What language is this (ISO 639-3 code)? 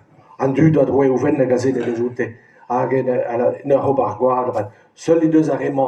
bre